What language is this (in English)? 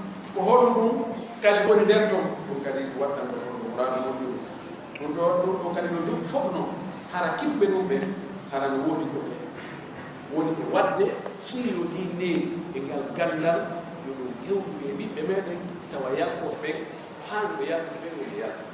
Pular